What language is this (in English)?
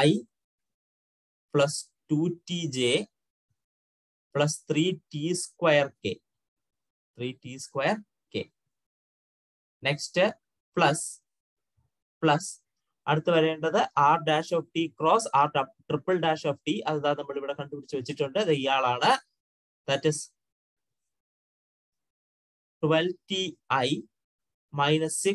Malayalam